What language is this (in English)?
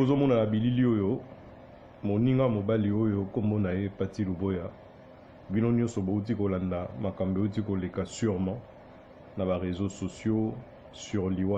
Lingala